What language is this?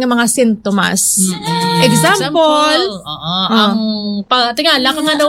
Hiligaynon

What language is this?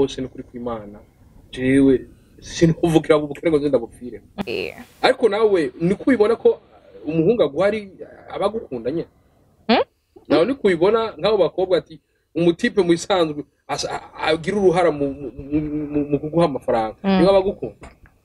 Rundi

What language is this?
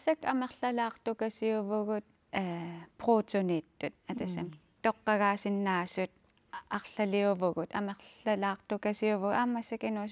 Kalaallisut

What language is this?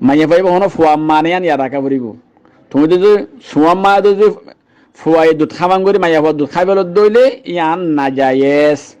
Rohingya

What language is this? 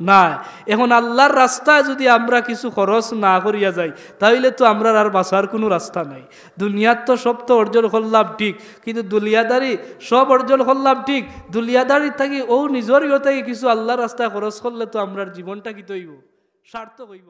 Sylheti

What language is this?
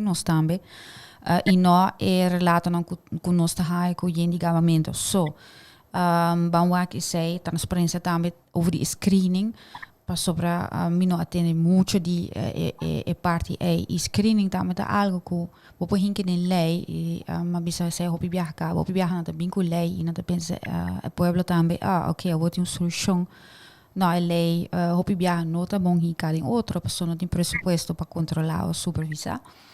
Papiamento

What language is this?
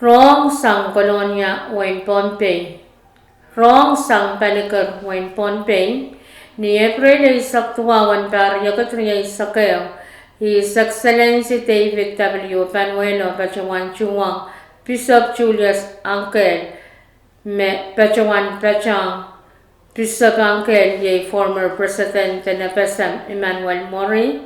Pohnpeian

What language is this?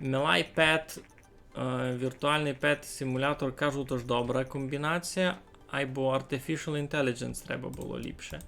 Rusyn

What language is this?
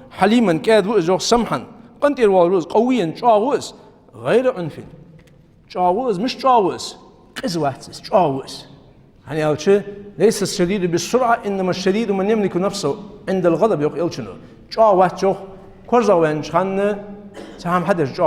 Ingush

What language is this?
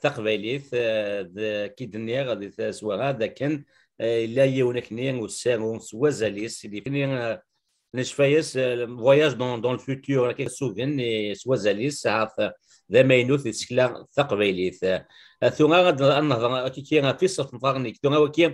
Kabyle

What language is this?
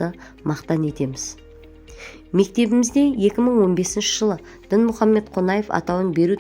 Kazakh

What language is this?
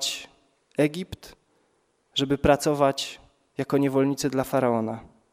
Polish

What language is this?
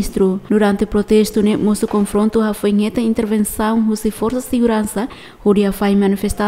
Tetum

